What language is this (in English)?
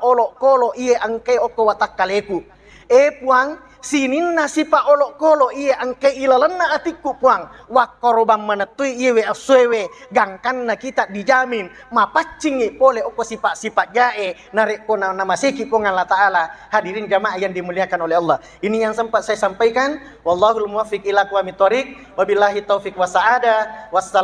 Buginese